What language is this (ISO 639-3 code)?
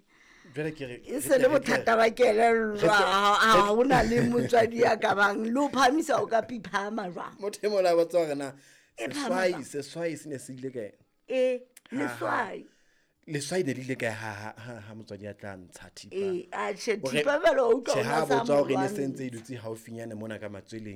sot